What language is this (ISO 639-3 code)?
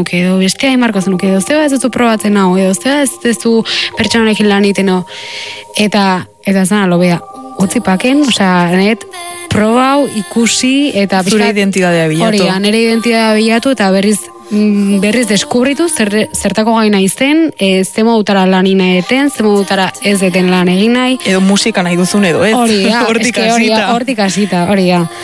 eus